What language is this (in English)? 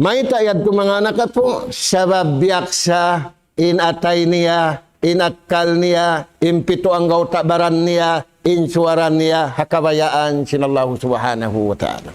Tausug